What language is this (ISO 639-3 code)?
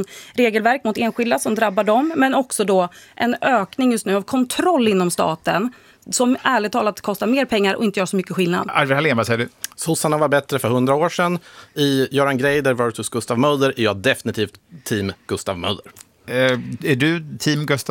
swe